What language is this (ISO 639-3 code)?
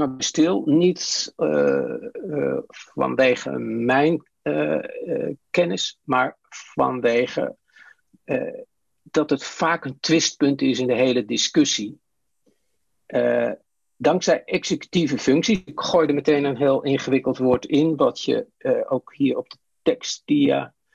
nld